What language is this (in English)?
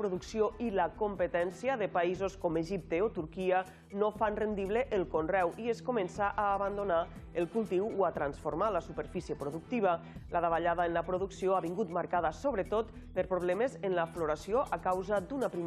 Catalan